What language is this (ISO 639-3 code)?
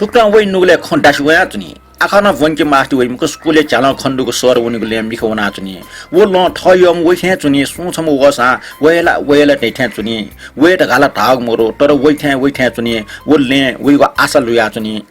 new